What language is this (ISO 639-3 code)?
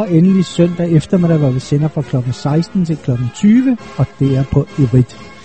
dan